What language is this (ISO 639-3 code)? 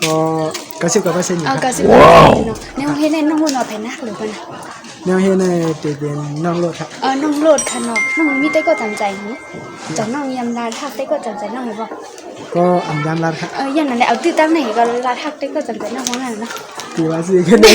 shn